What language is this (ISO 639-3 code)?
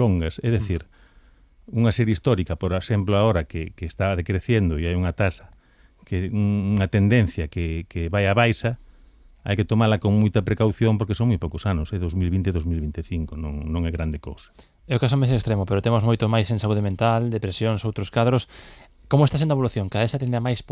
glg